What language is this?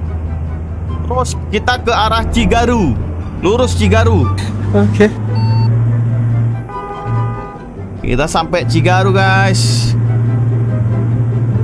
Indonesian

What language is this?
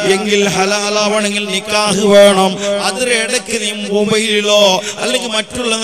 Malayalam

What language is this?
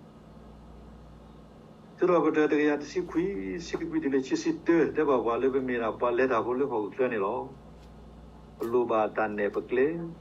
S'gaw Karen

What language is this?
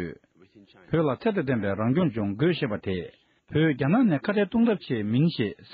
Tibetan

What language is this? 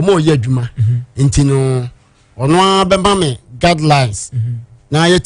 Akan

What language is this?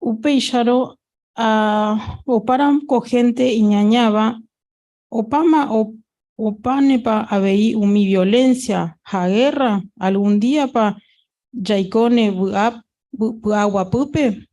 Guarani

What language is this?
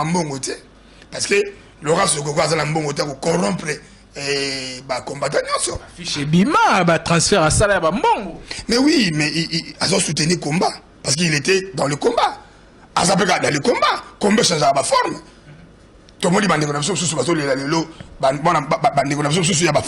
Lingala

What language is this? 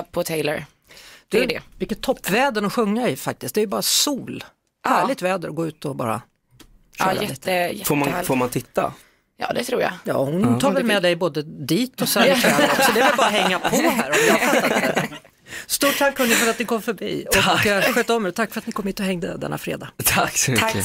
Swedish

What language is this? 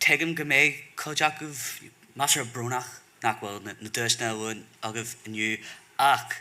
Irish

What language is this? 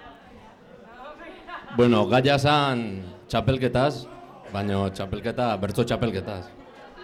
Basque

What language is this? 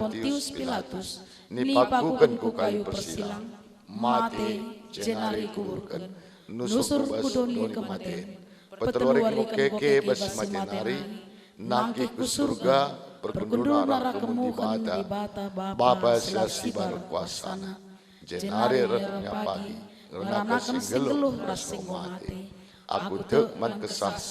Batak Karo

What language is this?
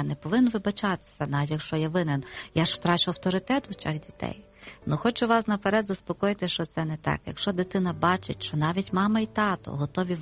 Ukrainian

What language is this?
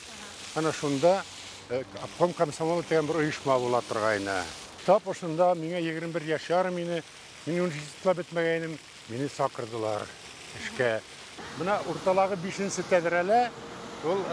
Bashkir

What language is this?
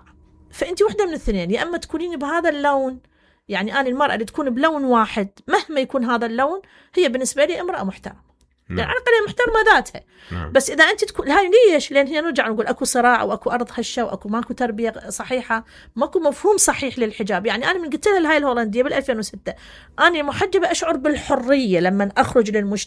Mesopotamian Arabic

